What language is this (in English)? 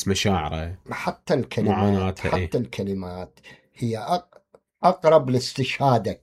Mesopotamian Arabic